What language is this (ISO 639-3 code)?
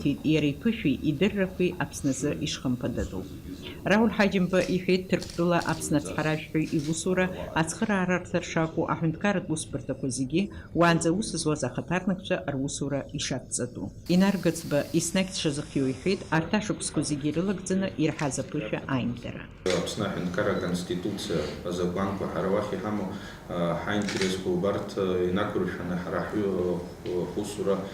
abk